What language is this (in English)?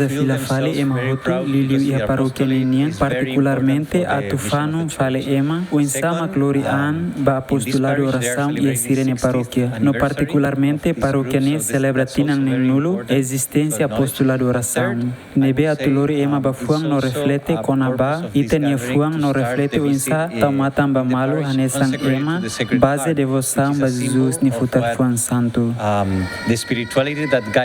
Tetum